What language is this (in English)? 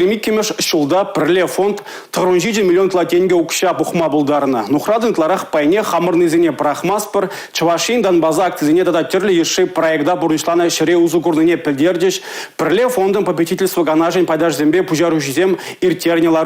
Chuvash